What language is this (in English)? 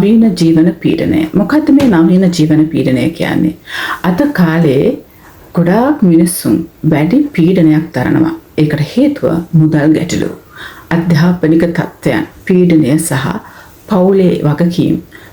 Sinhala